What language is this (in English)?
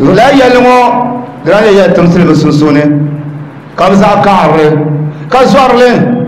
Dagbani